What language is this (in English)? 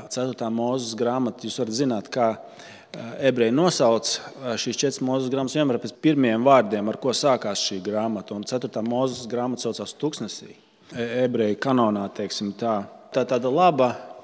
Latvian